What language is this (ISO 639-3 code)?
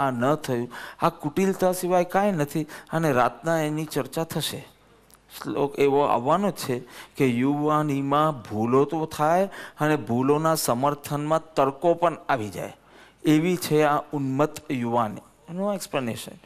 guj